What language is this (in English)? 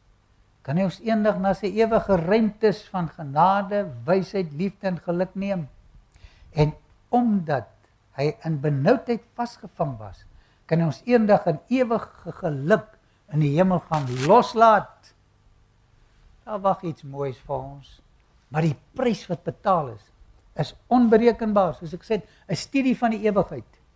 Afrikaans